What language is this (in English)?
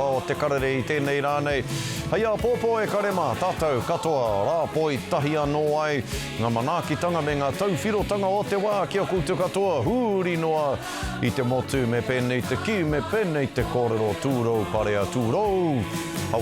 Māori